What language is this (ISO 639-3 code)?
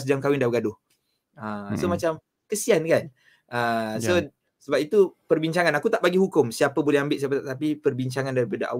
msa